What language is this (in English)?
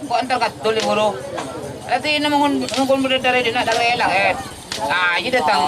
Madurese